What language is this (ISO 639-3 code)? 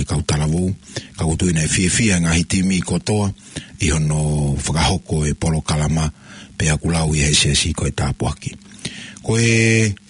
ton